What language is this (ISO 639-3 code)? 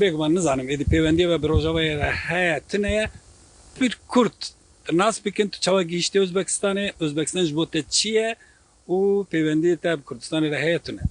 kur